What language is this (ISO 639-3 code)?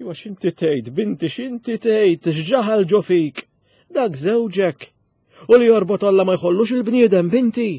mlt